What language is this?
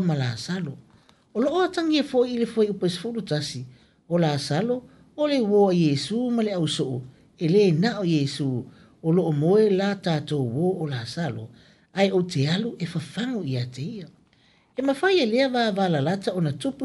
Samoan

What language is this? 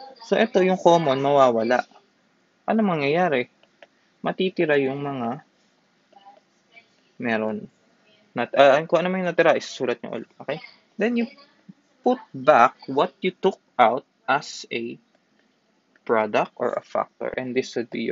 Filipino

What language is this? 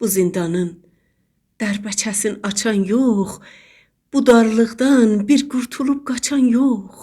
South Azerbaijani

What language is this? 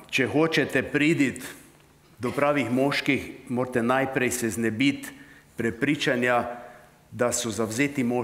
Slovenian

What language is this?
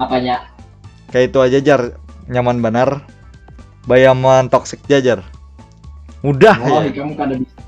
Banjar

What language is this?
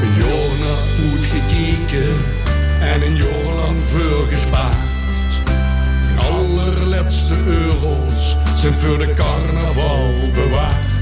Limburgish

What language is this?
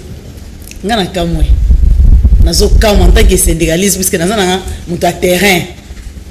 Lingala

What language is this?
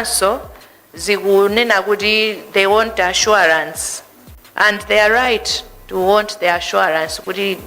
Nyanja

